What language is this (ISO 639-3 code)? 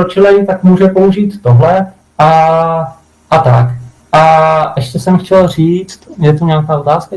ces